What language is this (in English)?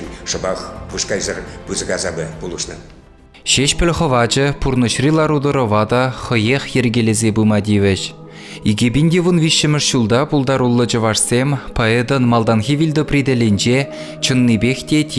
Chuvash